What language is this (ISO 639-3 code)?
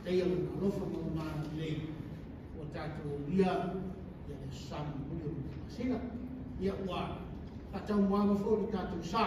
smo